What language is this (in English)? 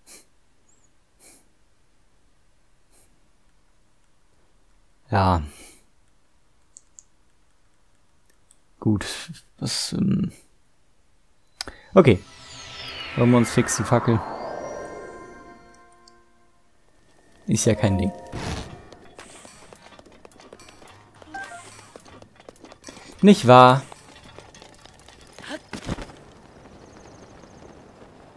German